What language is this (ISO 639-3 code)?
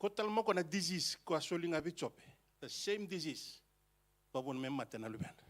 fij